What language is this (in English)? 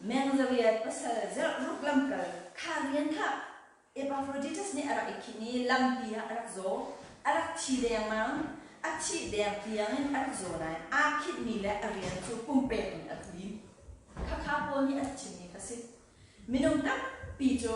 Hakha Chin